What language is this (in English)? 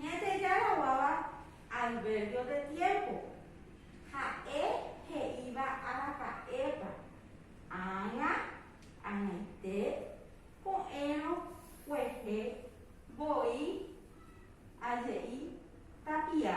Guarani